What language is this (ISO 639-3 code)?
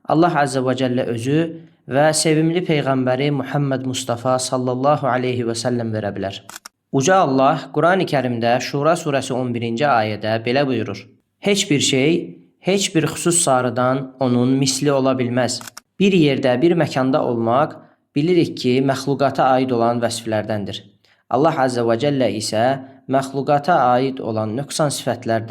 aze